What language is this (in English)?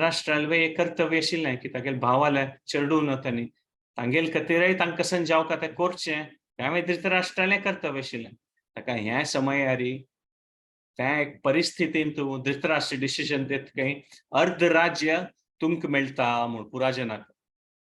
Konkani